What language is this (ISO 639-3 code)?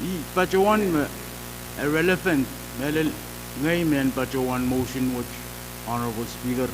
pon